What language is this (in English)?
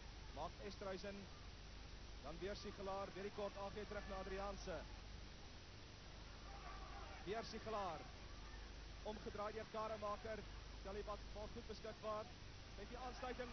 Afrikaans